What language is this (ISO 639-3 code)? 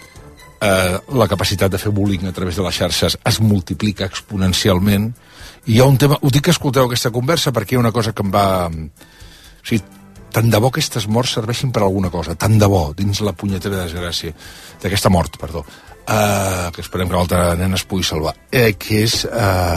cat